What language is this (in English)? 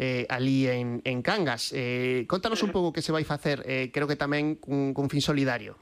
Galician